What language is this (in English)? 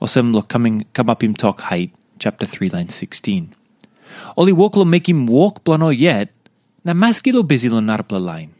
Tok Pisin